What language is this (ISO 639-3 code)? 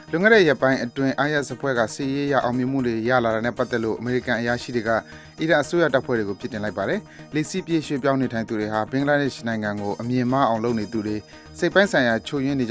mya